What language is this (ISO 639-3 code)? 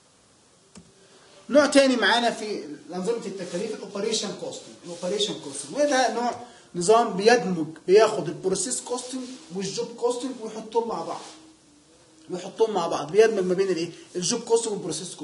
arz